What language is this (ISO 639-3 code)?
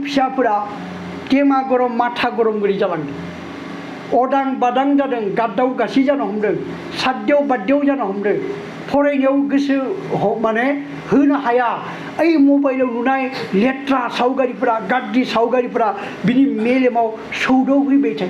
brx